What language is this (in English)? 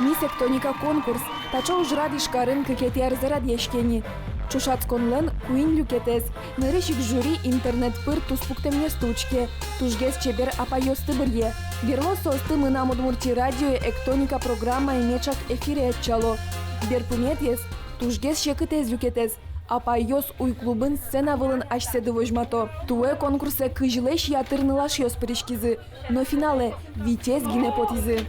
Udmurt